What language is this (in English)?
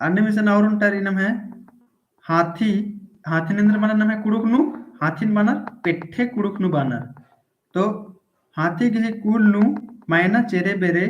Kurukh